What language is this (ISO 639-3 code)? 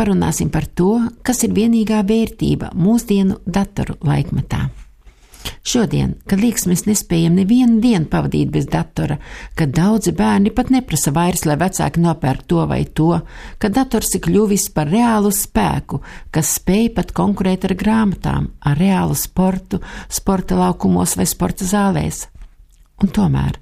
lav